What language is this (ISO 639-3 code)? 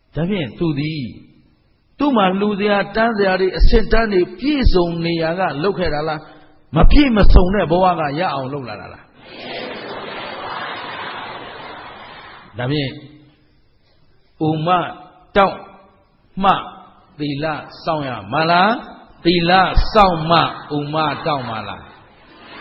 mya